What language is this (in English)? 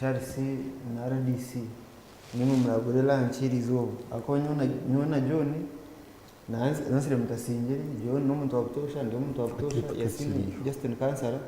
Nyankole